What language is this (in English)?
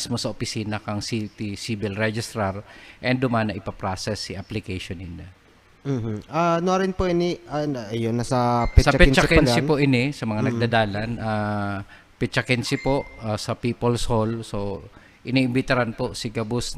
Bikol